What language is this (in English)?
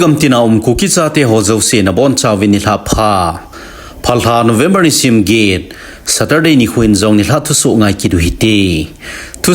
Thado Chin